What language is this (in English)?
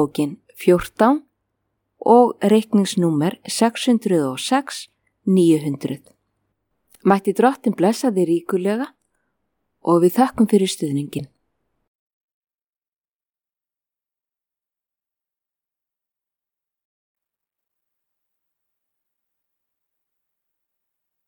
Icelandic